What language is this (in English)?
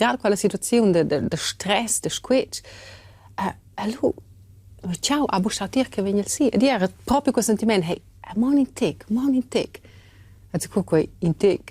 Romansh